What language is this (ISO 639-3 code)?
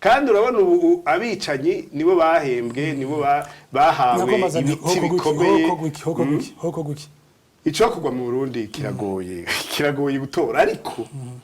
run